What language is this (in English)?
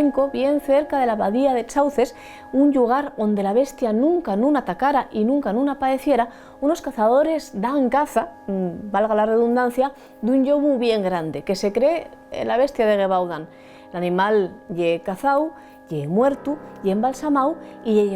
Asturian